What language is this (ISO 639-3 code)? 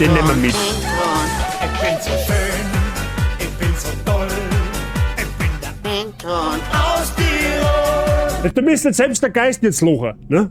bar